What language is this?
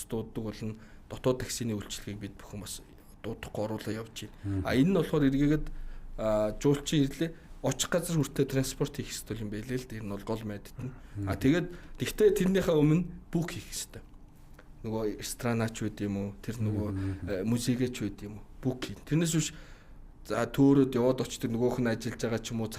Mongolian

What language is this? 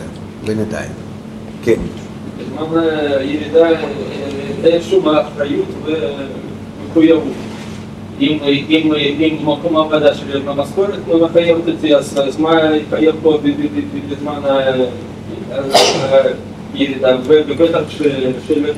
Hebrew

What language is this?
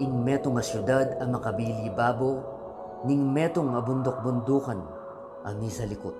Pampanga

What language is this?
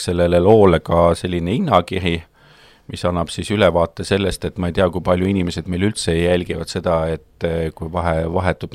Estonian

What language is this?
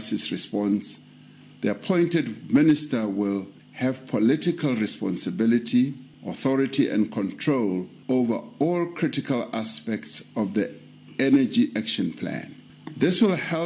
English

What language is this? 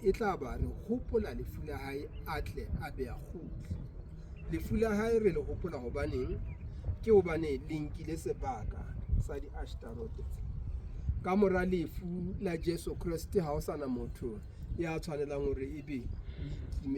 Southern Sotho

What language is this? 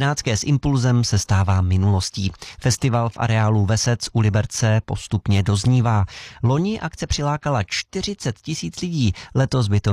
Czech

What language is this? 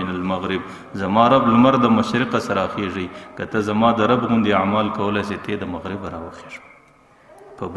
Pashto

